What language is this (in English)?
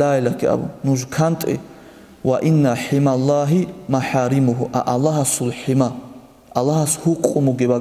Avaric